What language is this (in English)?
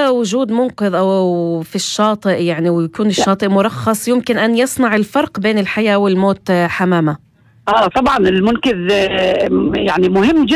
North Levantine Arabic